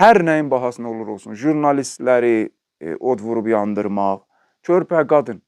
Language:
Azerbaijani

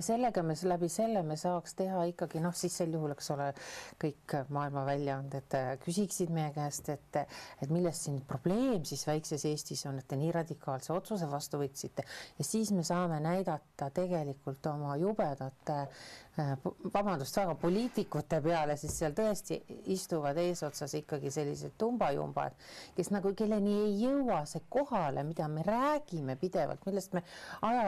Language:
Estonian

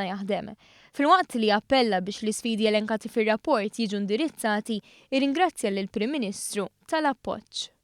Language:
Maltese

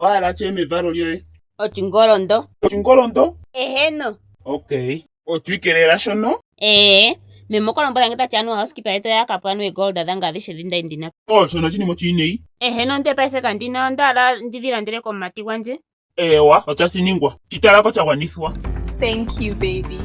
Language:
Ndonga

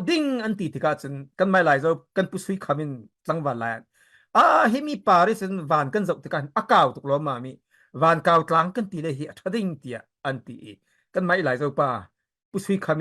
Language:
Falam Chin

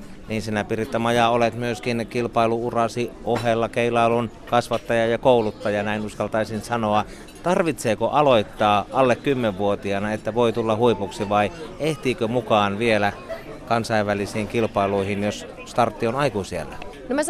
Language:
Finnish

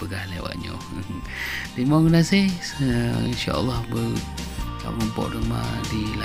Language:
Achinese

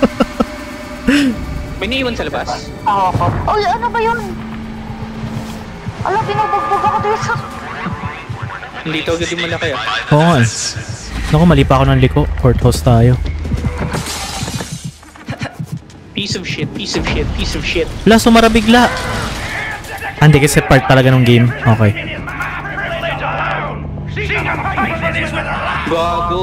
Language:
Filipino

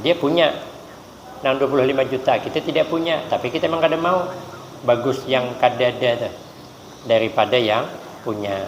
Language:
Banjar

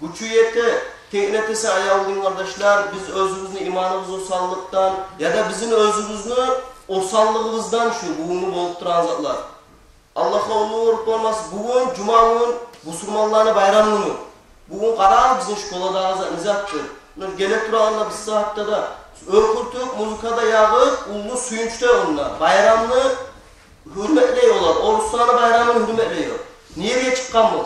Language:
Kumyk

